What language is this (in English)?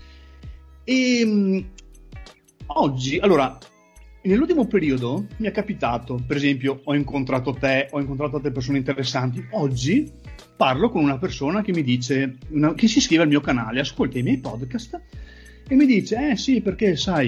Italian